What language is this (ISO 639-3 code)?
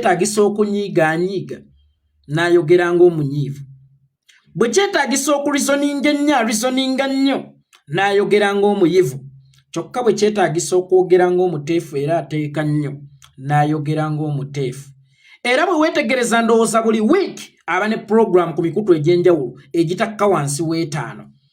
lug